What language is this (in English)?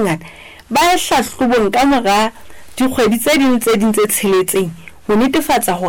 Southern Sotho